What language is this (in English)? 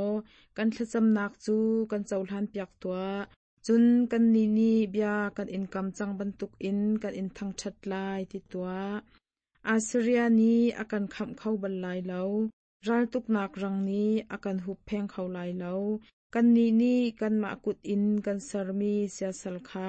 Hakha Chin